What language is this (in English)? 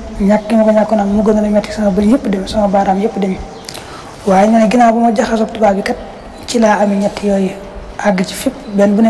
Wolof